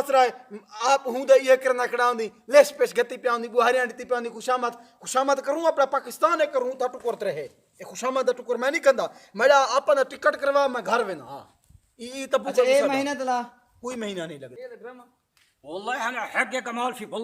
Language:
Saraiki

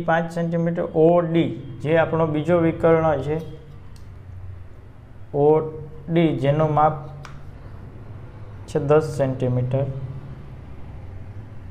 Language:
Gujarati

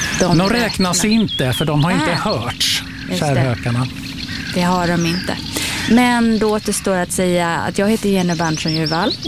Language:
Swedish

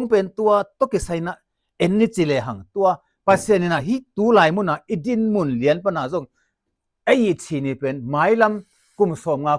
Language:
Tedim Chin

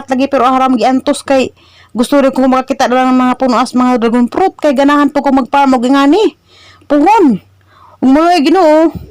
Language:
Cebuano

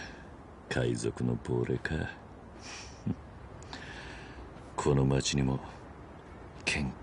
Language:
Japanese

